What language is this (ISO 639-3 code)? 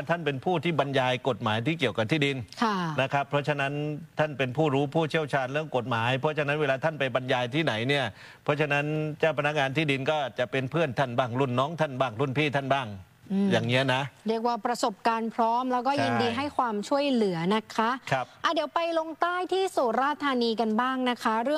tha